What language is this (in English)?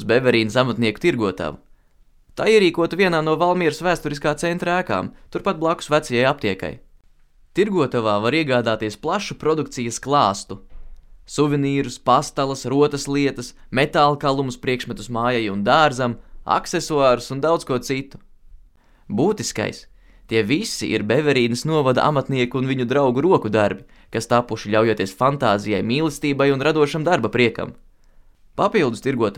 Latvian